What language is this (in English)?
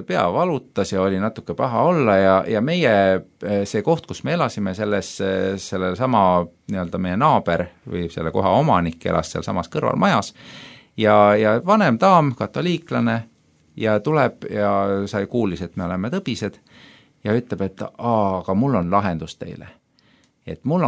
Estonian